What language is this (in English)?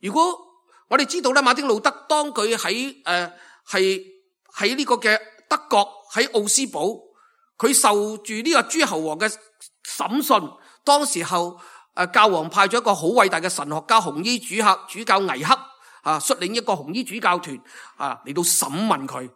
Cantonese